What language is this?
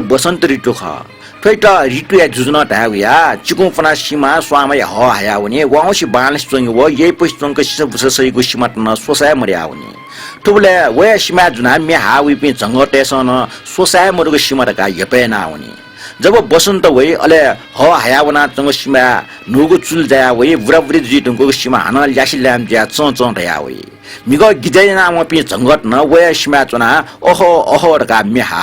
Newari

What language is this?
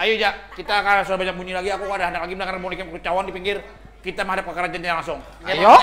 Banjar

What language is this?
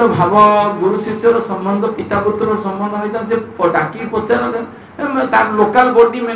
Odia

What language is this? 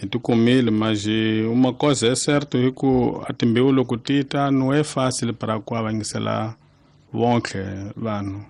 Tsonga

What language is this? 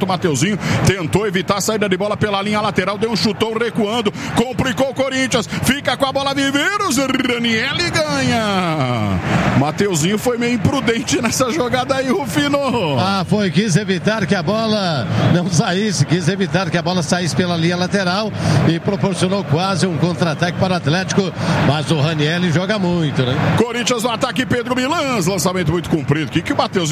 Portuguese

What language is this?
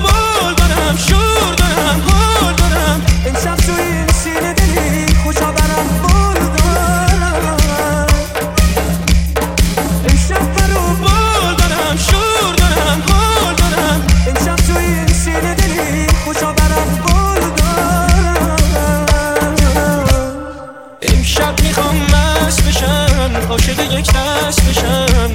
Persian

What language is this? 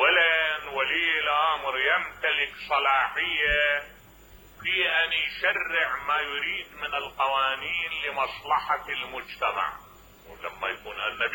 Mesopotamian Arabic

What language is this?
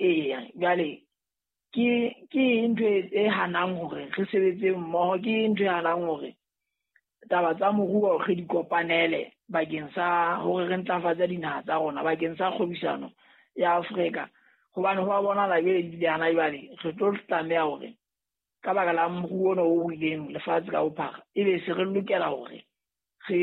Southern Sotho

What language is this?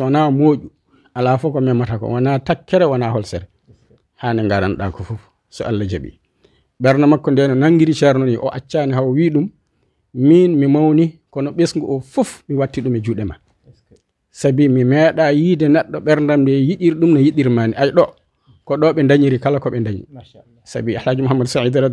Fula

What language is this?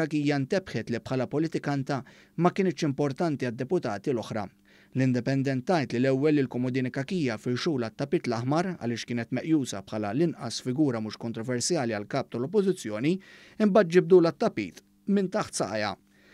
Maltese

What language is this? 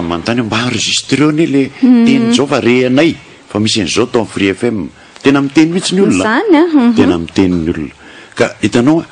Malagasy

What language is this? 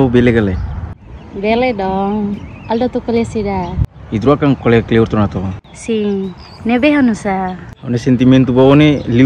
Tetum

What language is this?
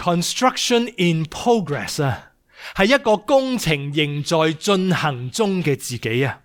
Cantonese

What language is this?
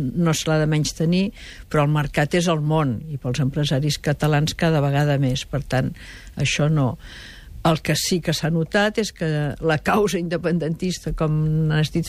Catalan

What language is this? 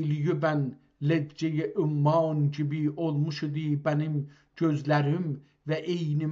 South Azerbaijani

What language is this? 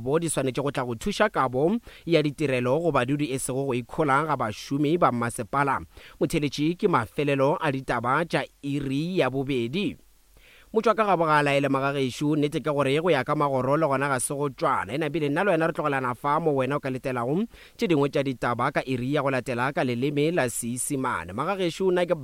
Northern Sotho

